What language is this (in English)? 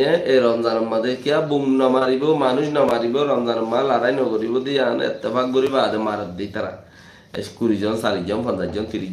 Rohingya